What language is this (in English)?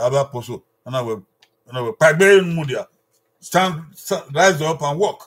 Bini